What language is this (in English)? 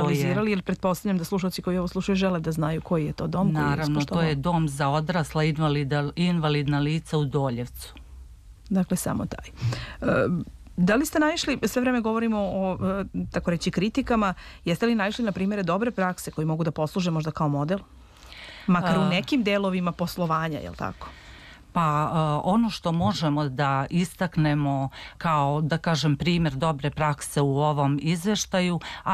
Serbian